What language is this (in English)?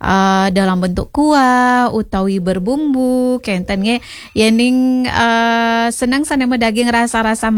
Balinese